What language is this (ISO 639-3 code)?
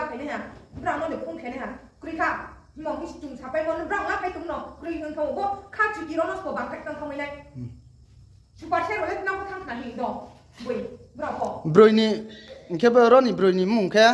ria